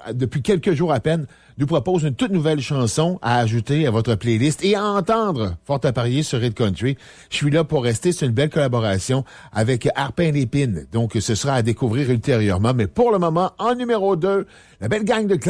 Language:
French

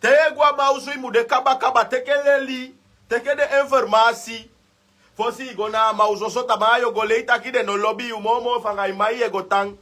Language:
Sranan Tongo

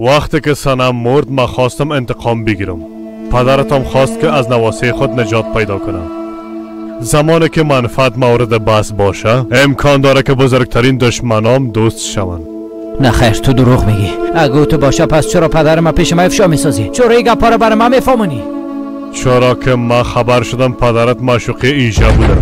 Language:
Persian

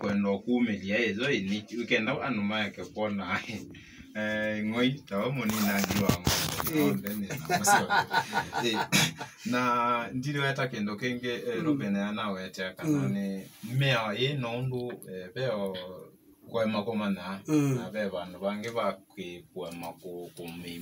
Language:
Kamba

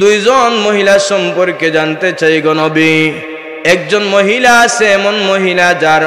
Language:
Sylheti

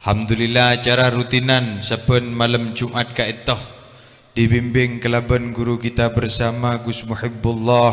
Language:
Madurese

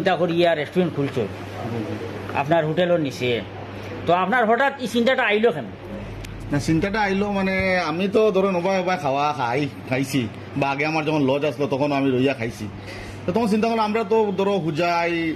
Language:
Sylheti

